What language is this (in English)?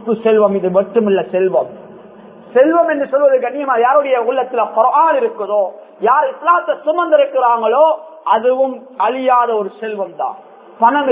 Tamil